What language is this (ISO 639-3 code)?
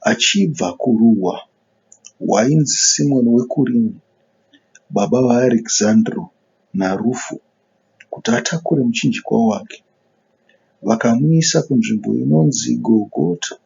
sna